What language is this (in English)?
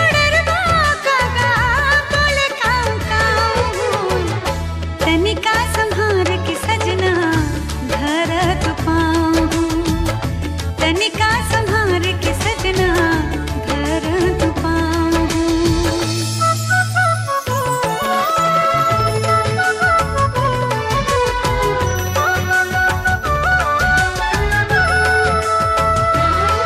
Bhojpuri